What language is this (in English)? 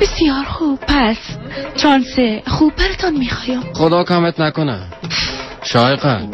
Persian